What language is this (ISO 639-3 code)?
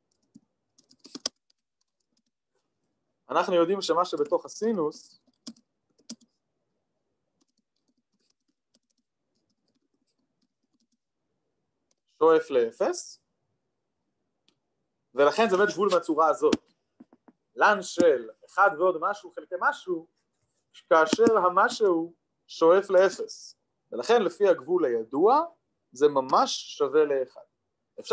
heb